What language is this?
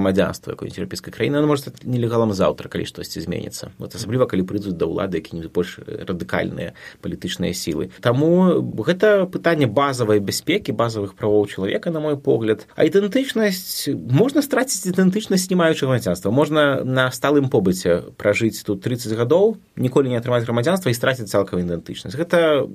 Belarusian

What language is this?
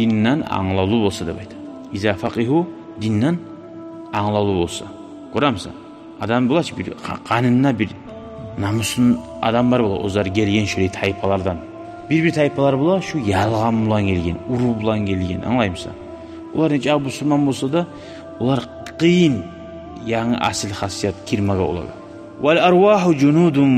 Kumyk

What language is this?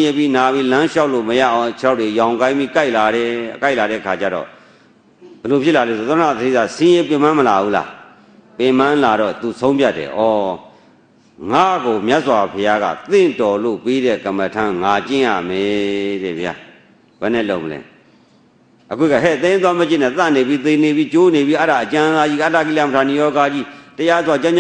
Burmese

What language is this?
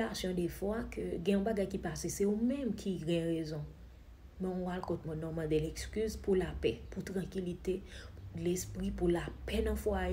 Haitian Creole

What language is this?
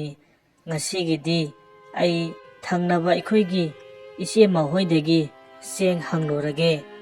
Manipuri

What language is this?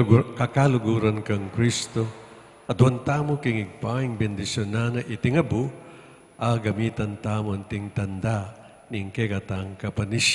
Pampanga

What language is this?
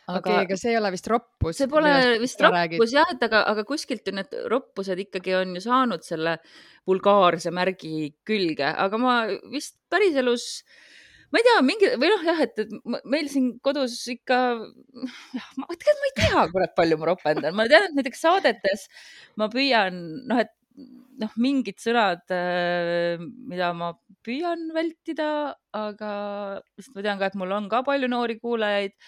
Estonian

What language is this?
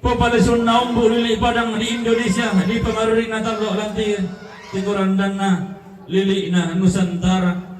Toraja-Sa'dan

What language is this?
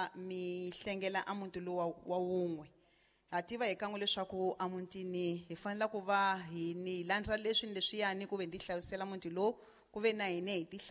Tsonga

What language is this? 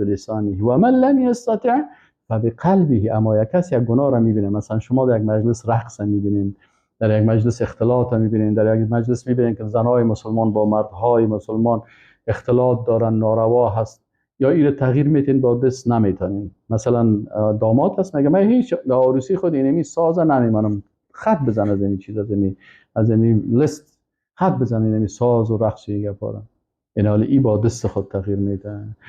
Persian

